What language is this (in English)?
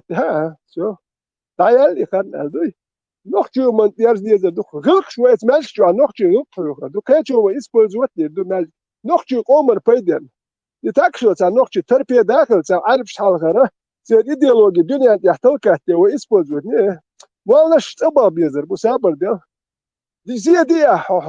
Chechen